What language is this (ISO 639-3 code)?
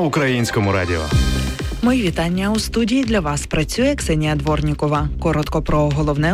ukr